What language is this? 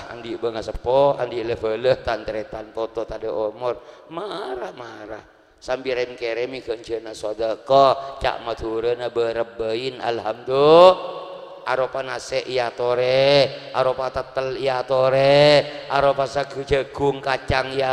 Madurese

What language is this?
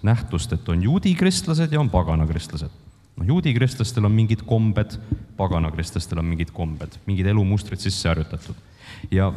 Estonian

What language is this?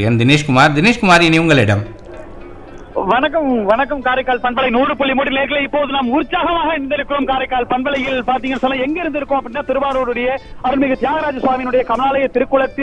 Tamil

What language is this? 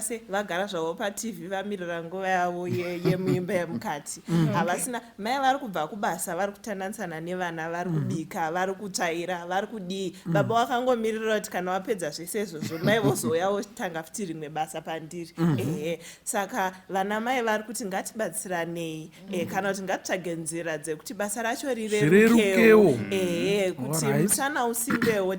Shona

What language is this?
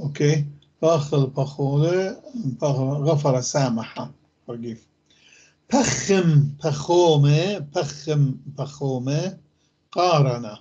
North Levantine Arabic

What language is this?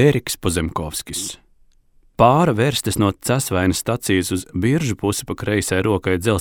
Latvian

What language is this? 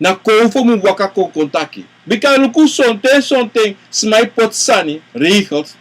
Sranan Tongo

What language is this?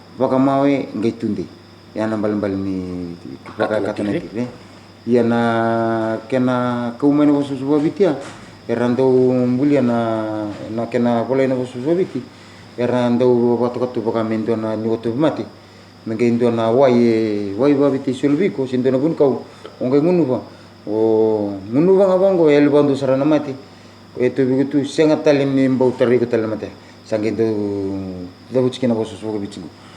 Fijian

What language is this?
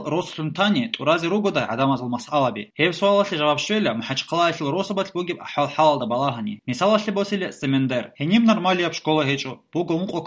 Avaric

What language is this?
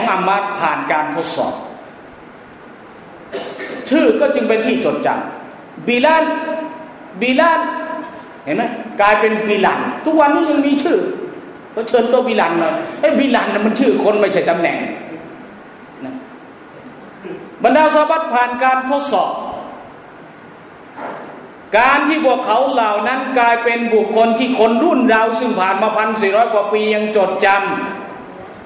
Thai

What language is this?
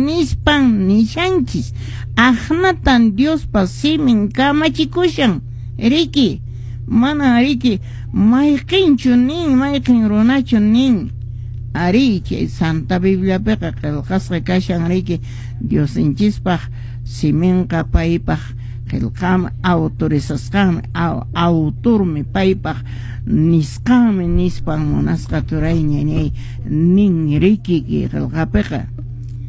Quechua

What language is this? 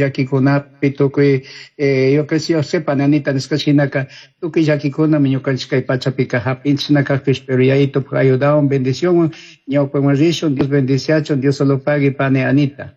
Chimborazo Highland Quichua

